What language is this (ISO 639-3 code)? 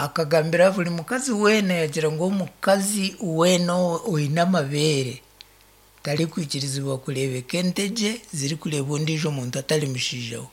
nyn